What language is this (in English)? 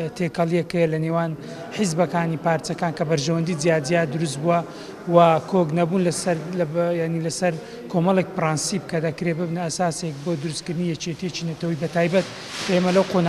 Central Kurdish